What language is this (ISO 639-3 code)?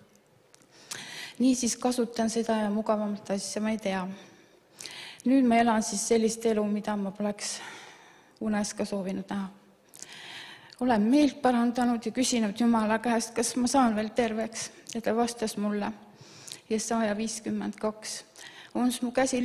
est